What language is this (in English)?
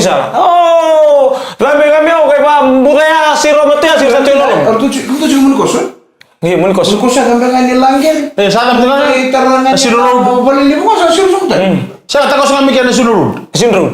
Fijian